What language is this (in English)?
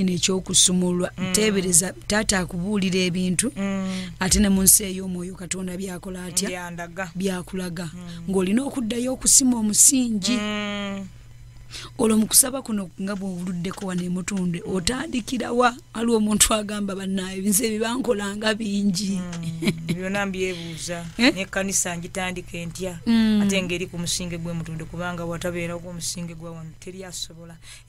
Ganda